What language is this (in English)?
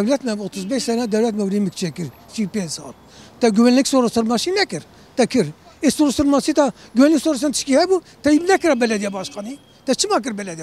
Kurdish